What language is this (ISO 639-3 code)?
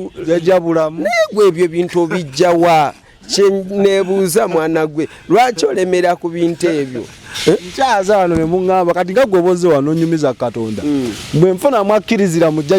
lug